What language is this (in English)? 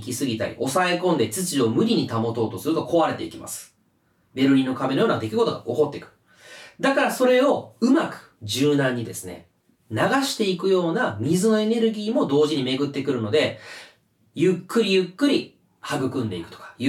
Japanese